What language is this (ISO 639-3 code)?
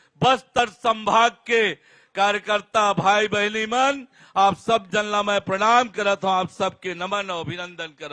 hne